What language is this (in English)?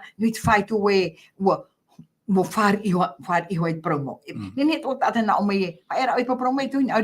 Tahitian